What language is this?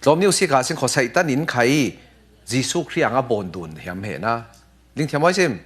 Falam Chin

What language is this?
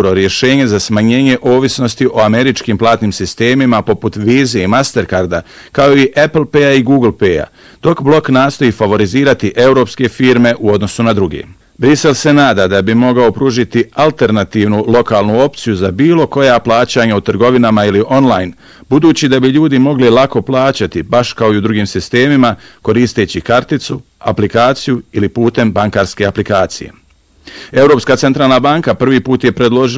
Bosnian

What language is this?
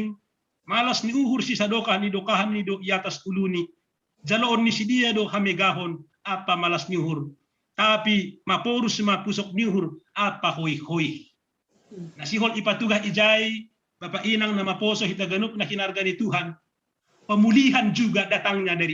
Batak Simalungun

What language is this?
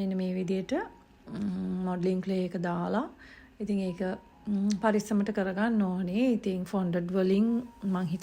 Sinhala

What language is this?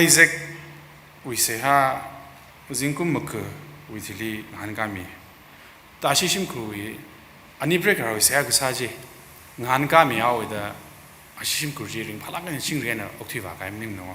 Tangkhul Naga (India)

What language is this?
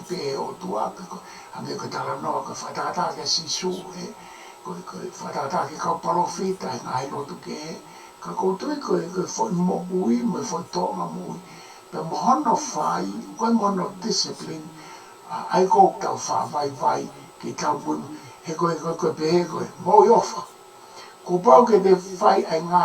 Tongan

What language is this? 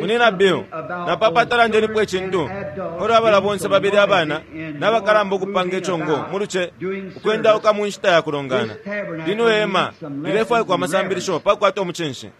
Bemba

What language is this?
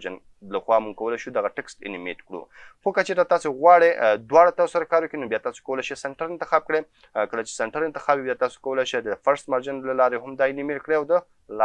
Pashto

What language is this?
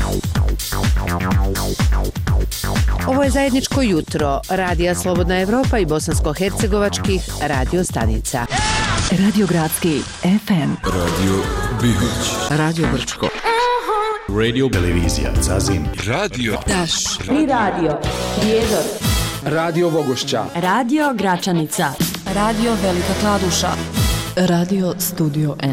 Bosnian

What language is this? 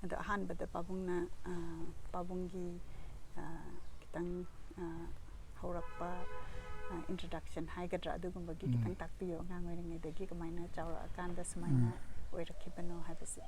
Manipuri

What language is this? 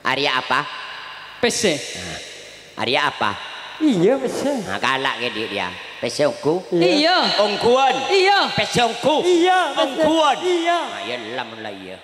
Madurese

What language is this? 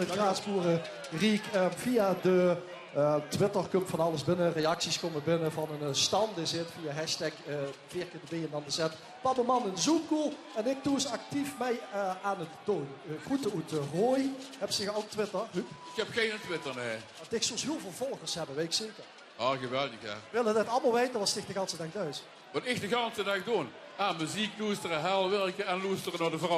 Limburgish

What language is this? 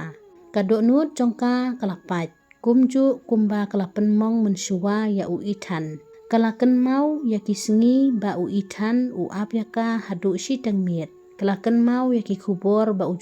Khasi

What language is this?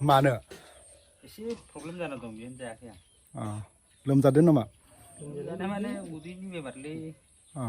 Bodo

